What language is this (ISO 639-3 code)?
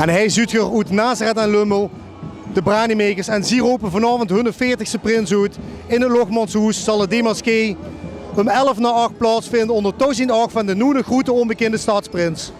lim